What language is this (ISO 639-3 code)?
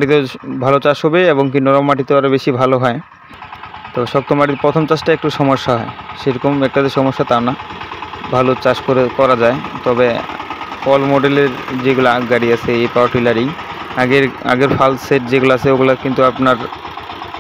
ben